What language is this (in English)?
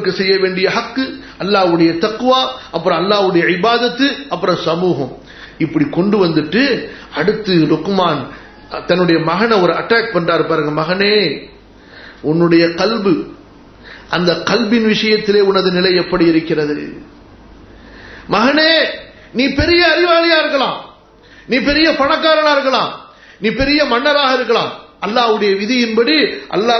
Tamil